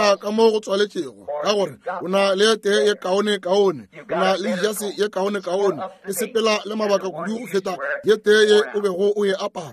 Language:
Northern Sotho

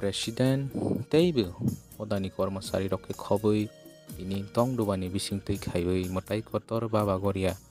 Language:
Kok Borok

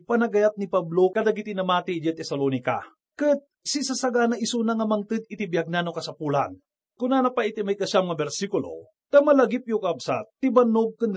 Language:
Iloko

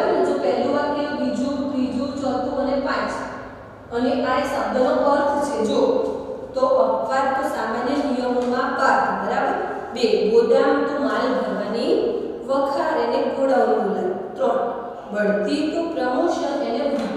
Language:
Gujarati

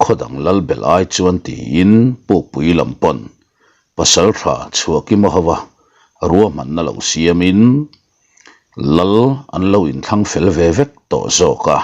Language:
Mizo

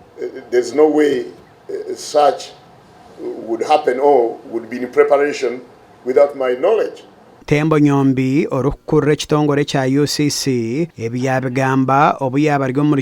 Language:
Nyankole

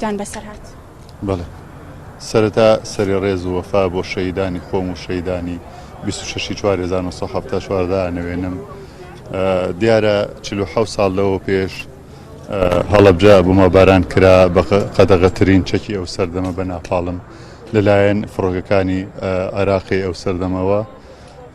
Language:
Central Kurdish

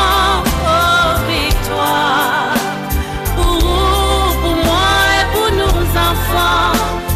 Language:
Seselwa Creole French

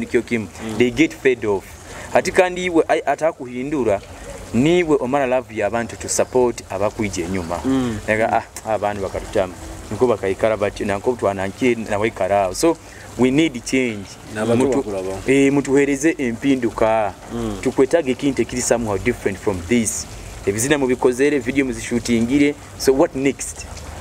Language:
Nyoro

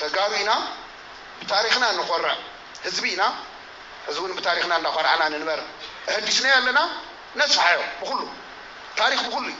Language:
Tigrinya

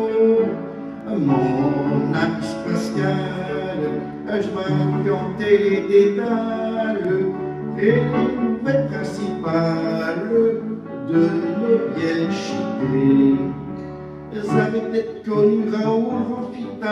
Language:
Picard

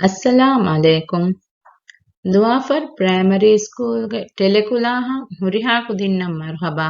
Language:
Divehi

